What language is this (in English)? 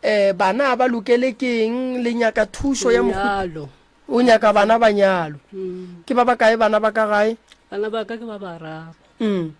Northern Sotho